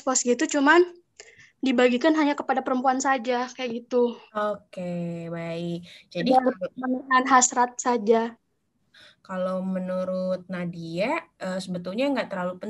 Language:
Indonesian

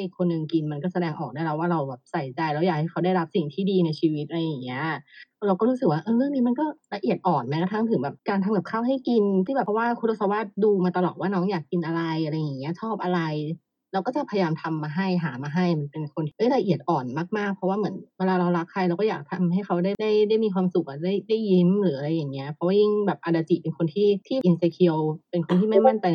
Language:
Thai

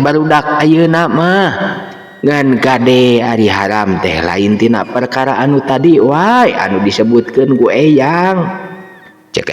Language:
Sundanese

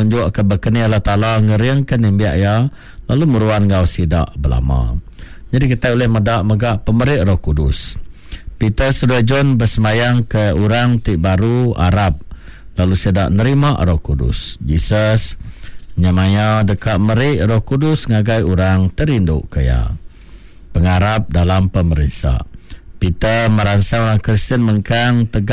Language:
Iban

